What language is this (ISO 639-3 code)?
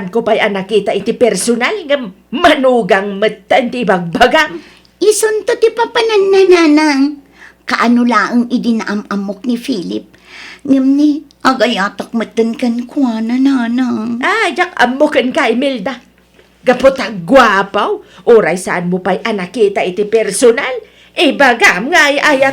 ilo